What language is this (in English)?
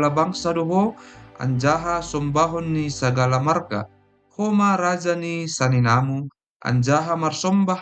Batak Simalungun